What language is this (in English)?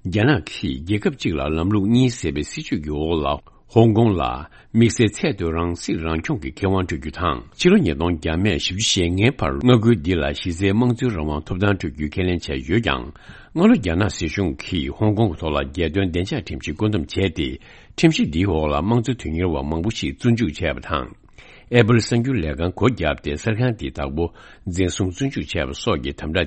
Tibetan